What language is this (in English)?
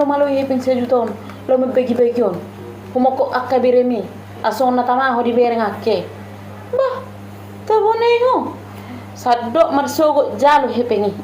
Batak Toba